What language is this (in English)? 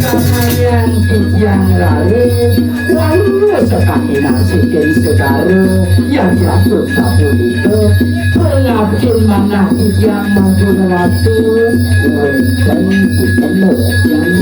Balinese